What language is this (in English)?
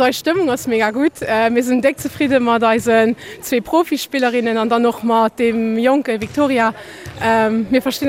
Luxembourgish